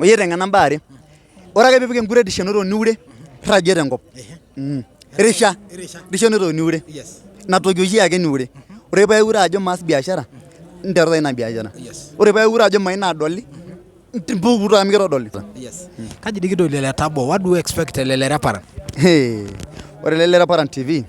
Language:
Masai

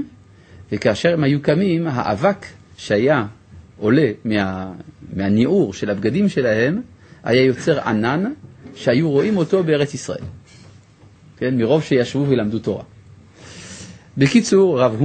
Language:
Hebrew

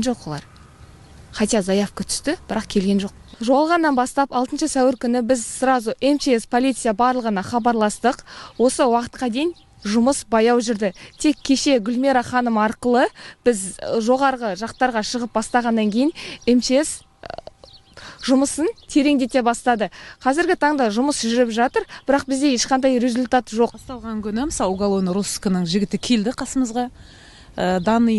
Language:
Kazakh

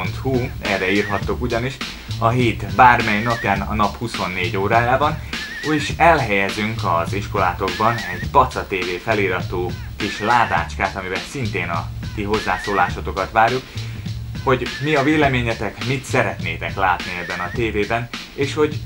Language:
Hungarian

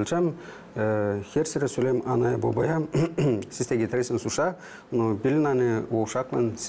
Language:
Gagauz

